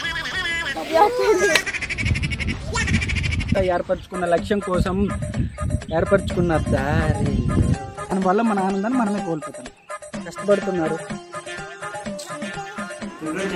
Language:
Telugu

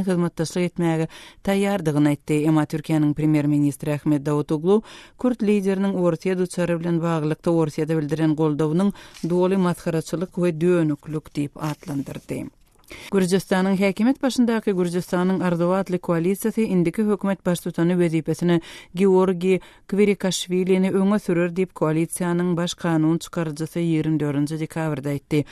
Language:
Turkmen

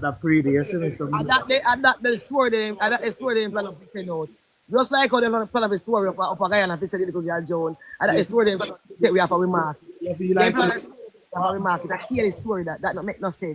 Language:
Jamaican Creole English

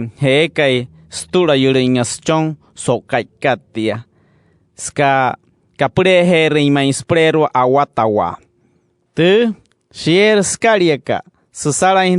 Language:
Wayuu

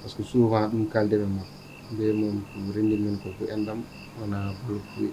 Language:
Fula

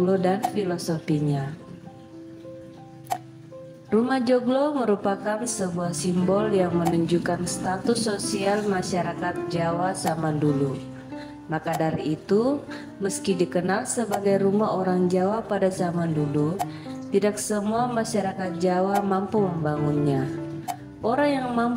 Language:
Indonesian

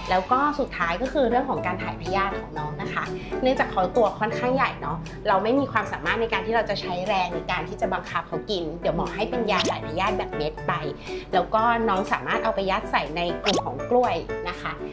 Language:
Thai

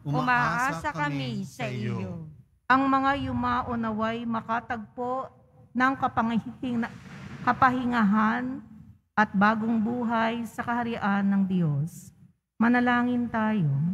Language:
Filipino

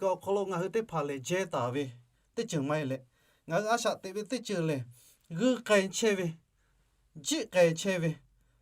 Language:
Lahu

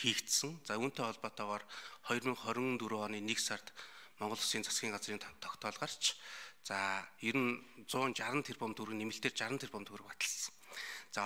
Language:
Mongolian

